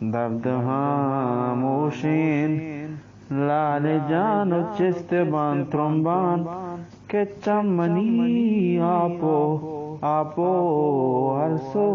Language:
Eastern Balochi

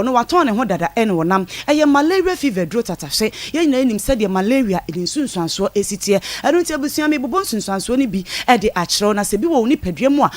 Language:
Akan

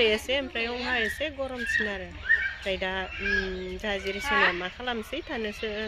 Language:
Bodo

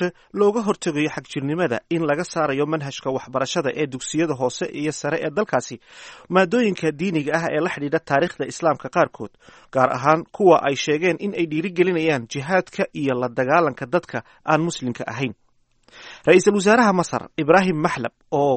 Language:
Somali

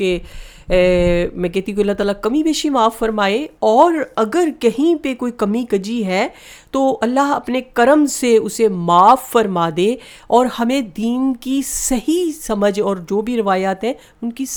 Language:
Urdu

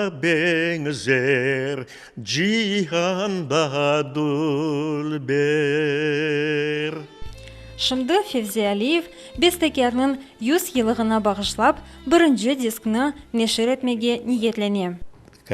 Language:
Crimean Tatar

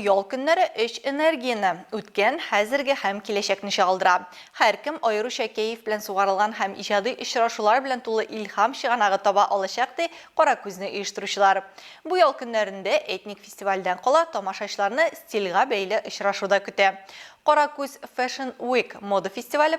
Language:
Tatar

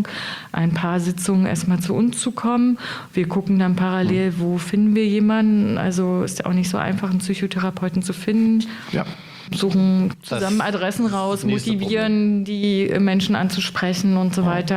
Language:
German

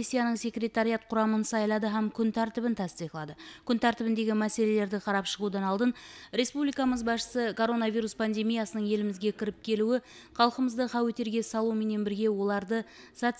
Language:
Kara-Kalpak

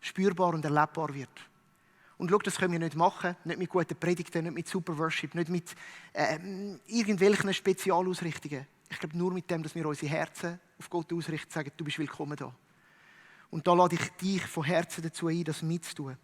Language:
Swiss German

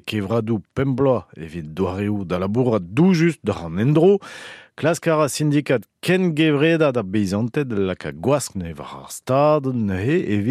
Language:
Breton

